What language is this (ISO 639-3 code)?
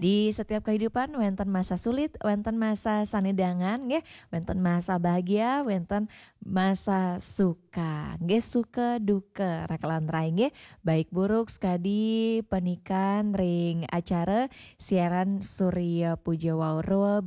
ban